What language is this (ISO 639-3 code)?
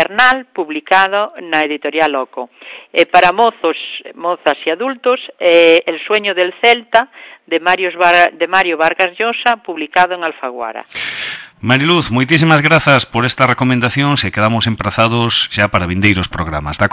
glg